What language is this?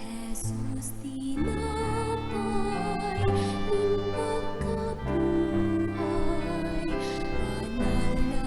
Bikol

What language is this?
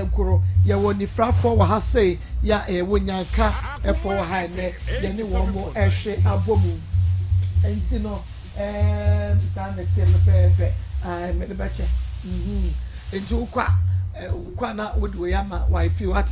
Akan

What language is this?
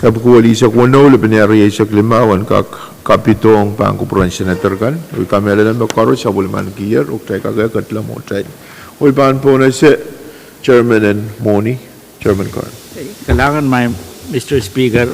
Pohnpeian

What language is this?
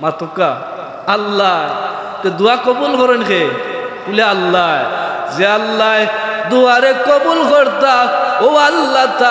Sylheti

